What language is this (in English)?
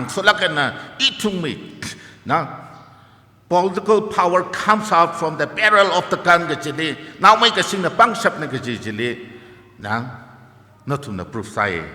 Tangkhul Naga (India)